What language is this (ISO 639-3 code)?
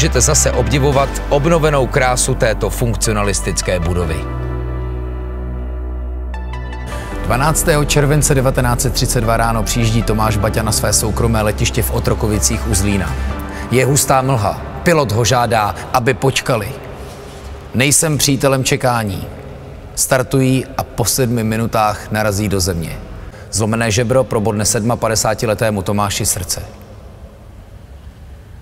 ces